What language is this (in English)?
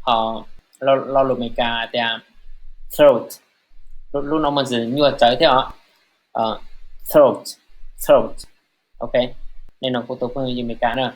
Hmong